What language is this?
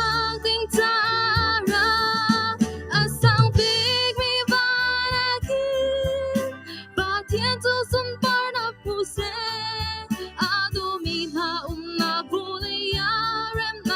Hakha Chin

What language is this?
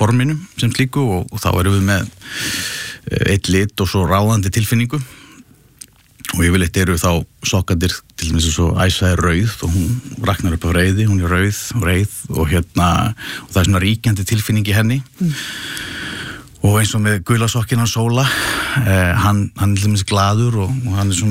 Icelandic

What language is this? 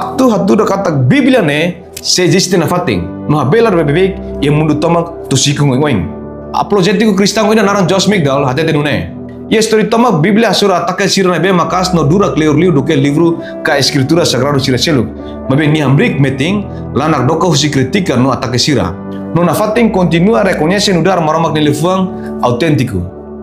Tetum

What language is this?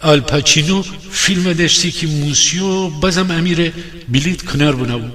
Gilaki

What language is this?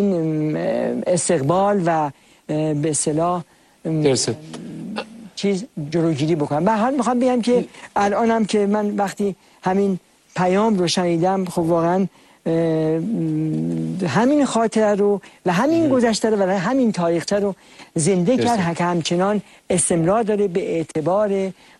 Persian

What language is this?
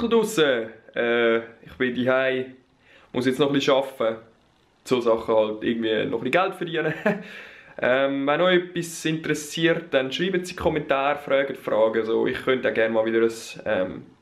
Swiss German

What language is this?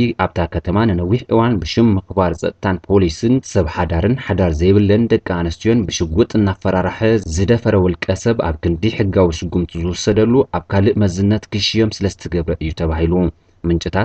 Tigrinya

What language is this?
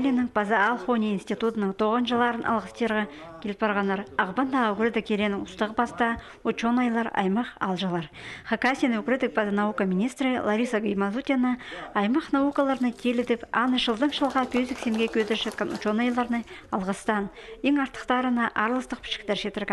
Khakas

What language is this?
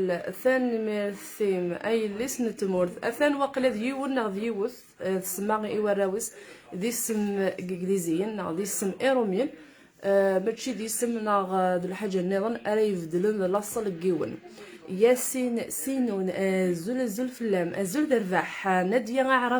Kabyle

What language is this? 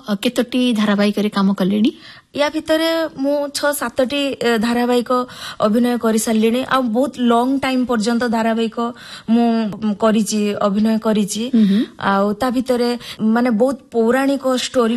Odia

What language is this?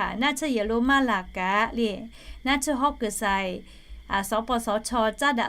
Lahu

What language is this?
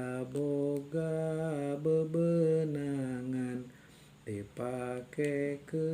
Sundanese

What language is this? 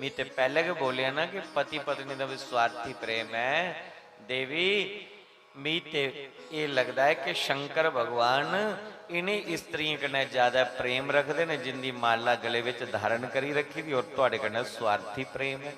Dogri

